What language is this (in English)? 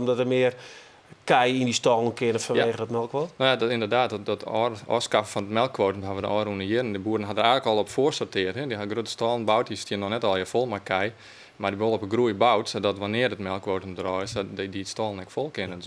Western Frisian